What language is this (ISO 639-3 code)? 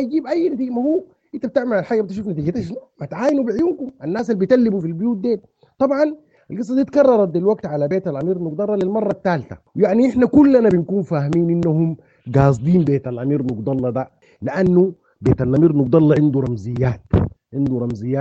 apd